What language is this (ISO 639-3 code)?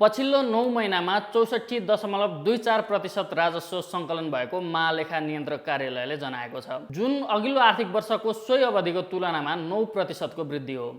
nep